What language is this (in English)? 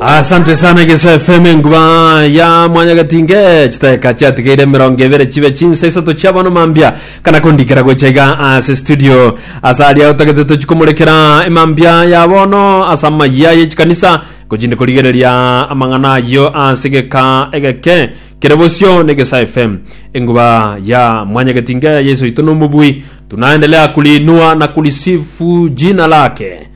Gusii